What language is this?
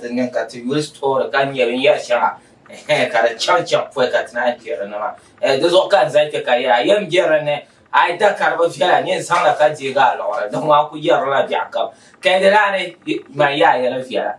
Dagbani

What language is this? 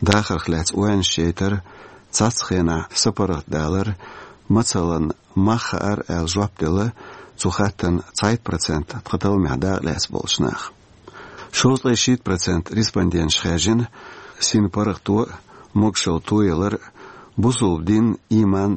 Chechen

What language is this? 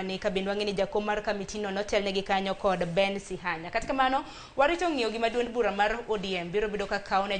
Luo (Kenya and Tanzania)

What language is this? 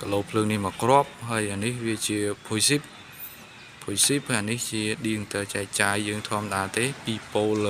Khmer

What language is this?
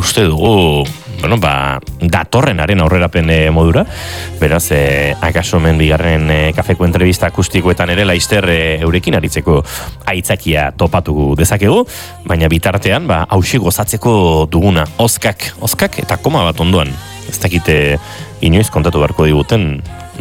Basque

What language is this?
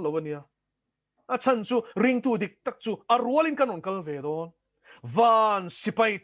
Mizo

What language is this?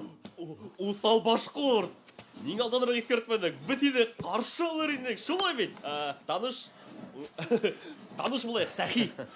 Bashkir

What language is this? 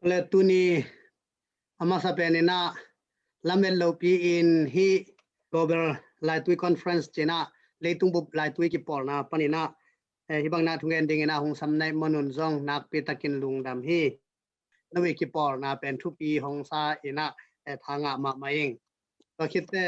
Tedim Chin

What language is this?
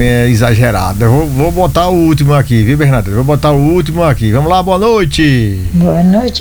Portuguese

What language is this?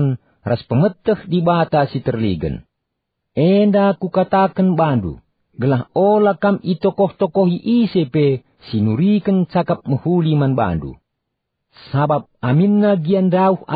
Batak Karo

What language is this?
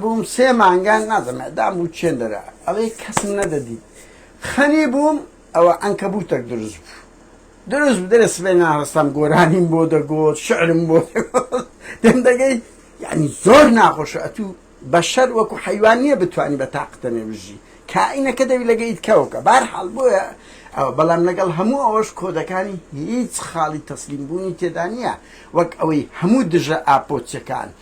Central Kurdish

